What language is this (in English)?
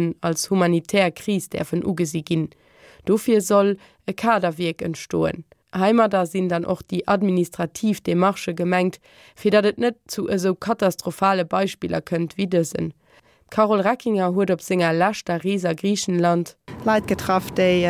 Luxembourgish